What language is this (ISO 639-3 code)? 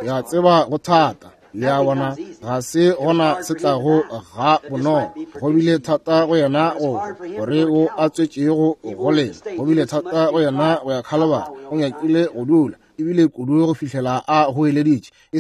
nso